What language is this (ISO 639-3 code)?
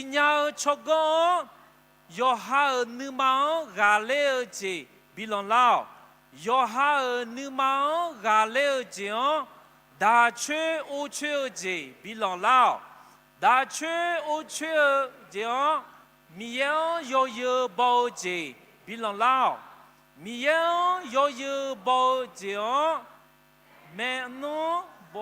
ahk